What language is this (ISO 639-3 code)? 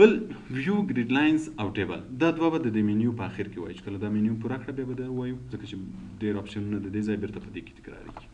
pus